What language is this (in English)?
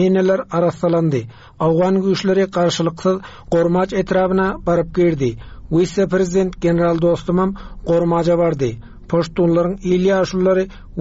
Turkmen